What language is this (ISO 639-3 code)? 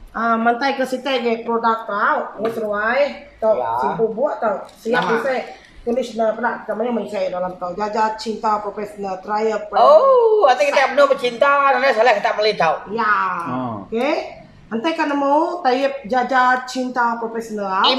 iba